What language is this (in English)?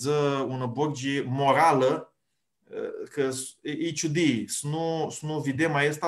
Aromanian